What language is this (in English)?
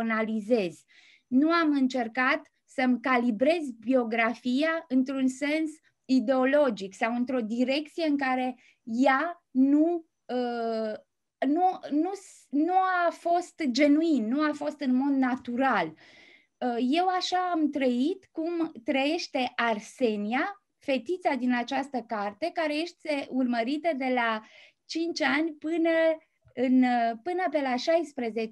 Romanian